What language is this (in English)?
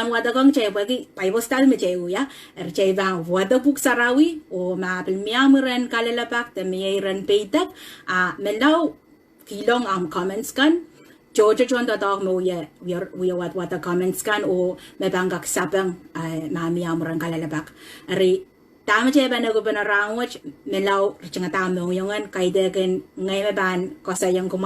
Pohnpeian